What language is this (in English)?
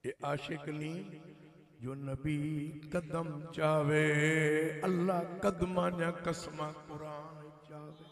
Saraiki